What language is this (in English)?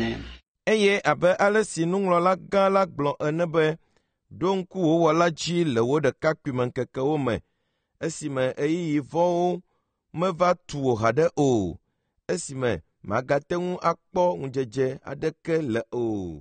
Ewe